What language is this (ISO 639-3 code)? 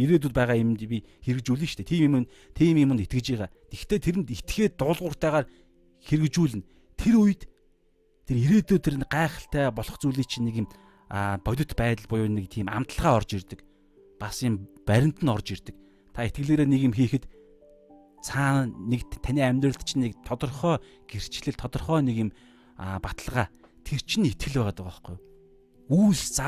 mon